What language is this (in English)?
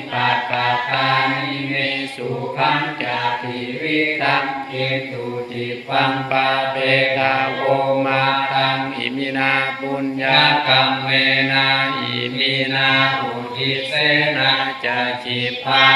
Pali